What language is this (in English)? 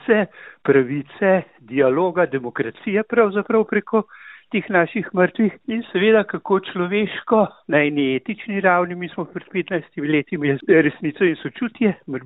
Slovenian